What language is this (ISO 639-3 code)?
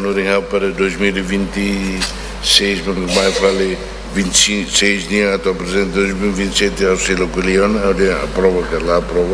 tet